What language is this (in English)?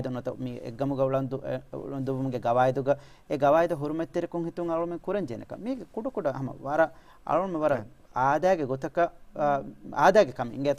Divehi